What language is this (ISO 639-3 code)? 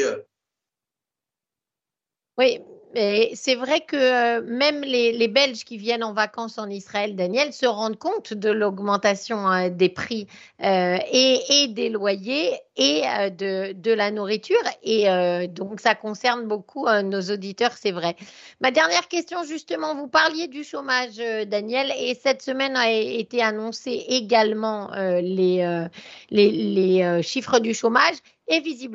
fra